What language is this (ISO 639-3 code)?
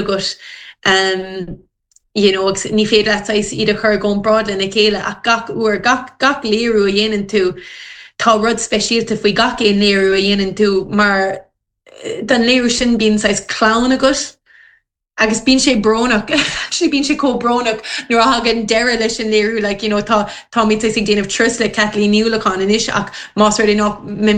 gle